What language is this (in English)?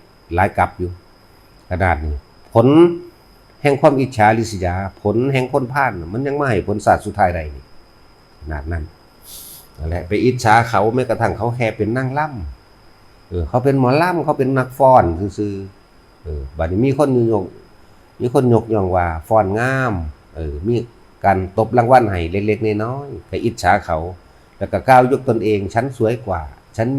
Northeastern Thai